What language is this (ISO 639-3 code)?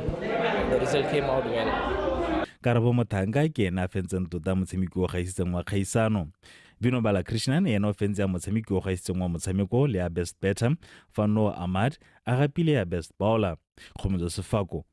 tsn